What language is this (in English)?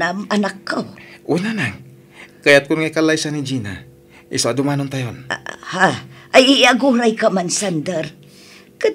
Iloko